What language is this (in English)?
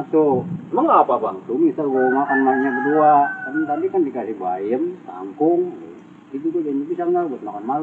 Betawi